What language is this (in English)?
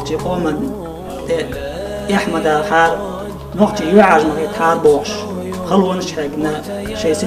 Chechen